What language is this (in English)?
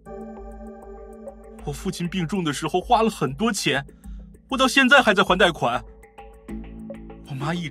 Chinese